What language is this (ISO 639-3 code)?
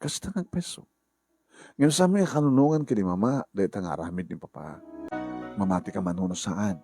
ilo